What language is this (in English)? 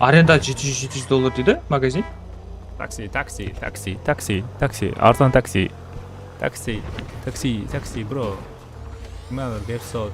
Kara-Kalpak